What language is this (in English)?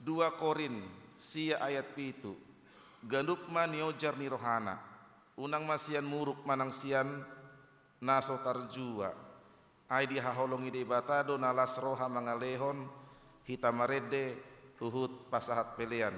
Batak Toba